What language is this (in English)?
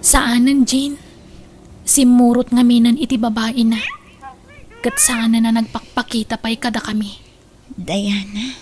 Iloko